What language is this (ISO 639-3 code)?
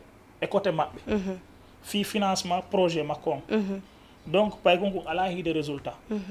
ful